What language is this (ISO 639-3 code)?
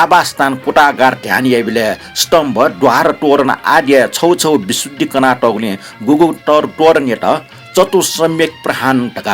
new